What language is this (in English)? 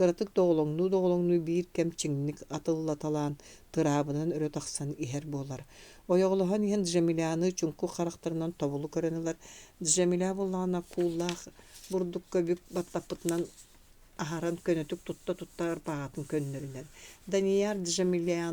Yakut